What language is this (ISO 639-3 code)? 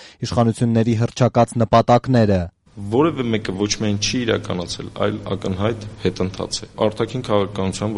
hye